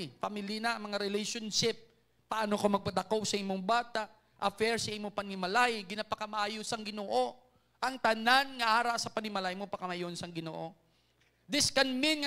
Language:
Hiligaynon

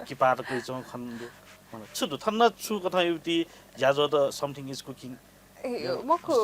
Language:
Newari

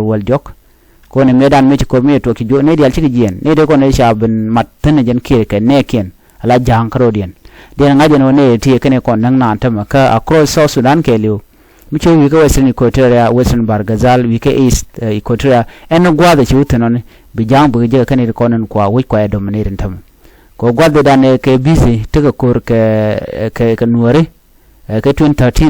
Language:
Nuer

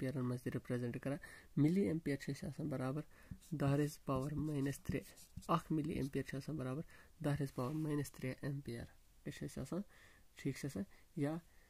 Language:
Kashmiri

